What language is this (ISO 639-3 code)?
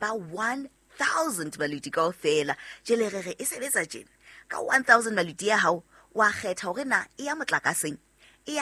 sot